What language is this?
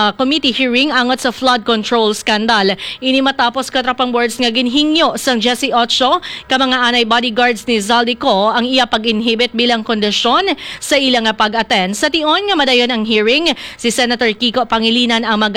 Hiligaynon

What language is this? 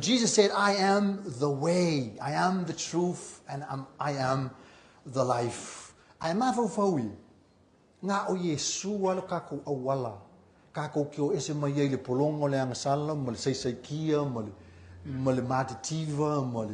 Samoan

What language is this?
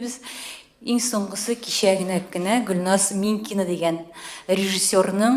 Tatar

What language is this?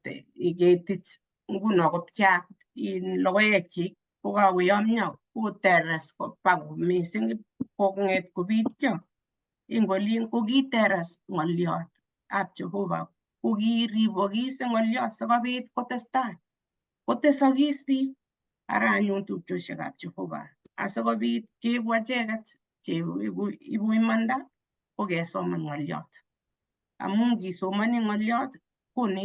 Kalenjin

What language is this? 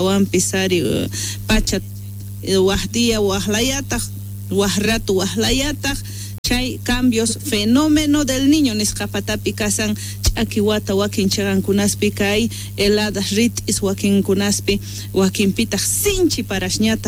Quechua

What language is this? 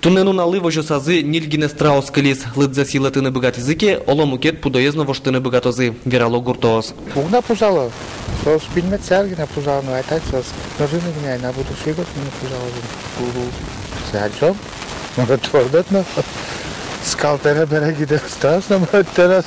Udmurt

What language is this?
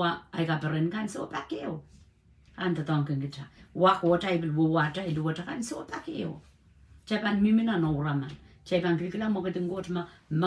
Pohnpeian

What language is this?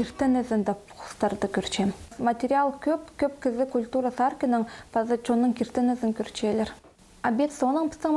Khakas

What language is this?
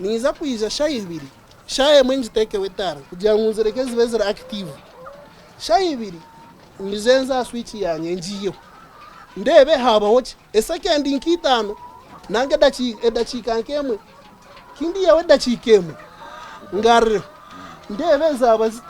Nyankole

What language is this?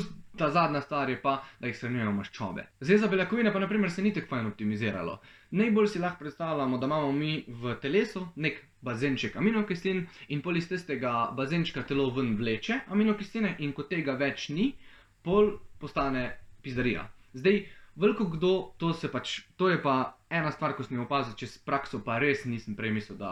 Slovenian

